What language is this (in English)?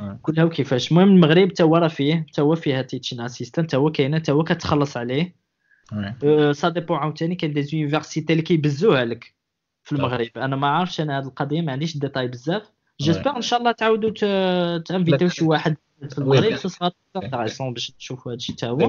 Moroccan Arabic